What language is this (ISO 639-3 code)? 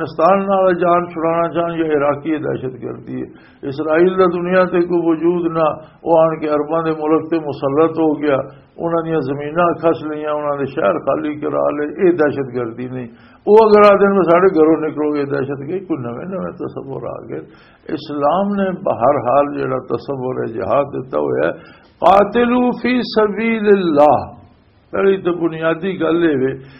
lah